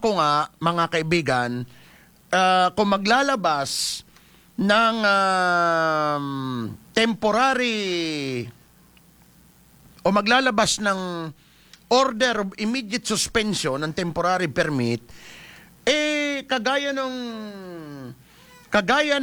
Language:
Filipino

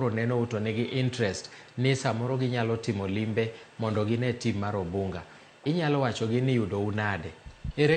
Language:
Luo (Kenya and Tanzania)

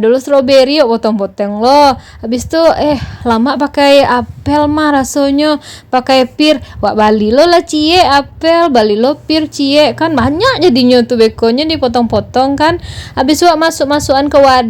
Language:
Minangkabau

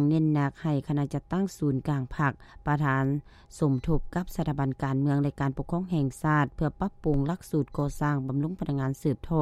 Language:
Lao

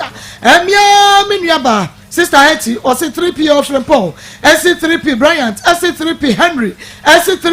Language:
Akan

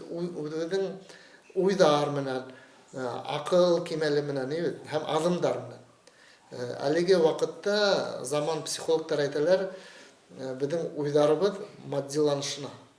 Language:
Bashkir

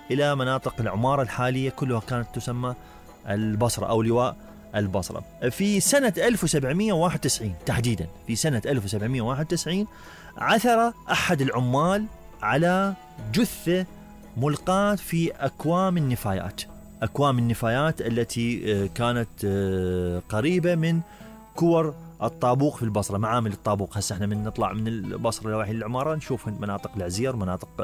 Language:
Mesopotamian Arabic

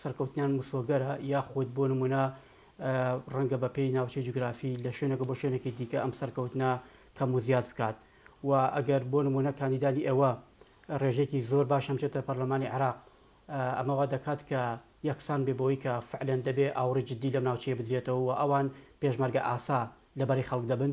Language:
Central Kurdish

